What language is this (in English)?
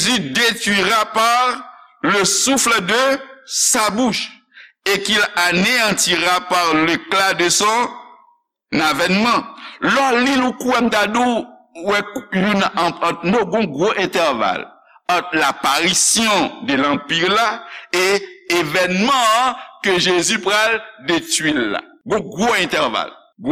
Haitian Creole